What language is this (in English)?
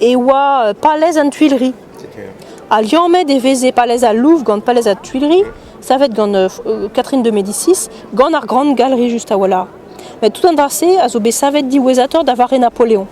Breton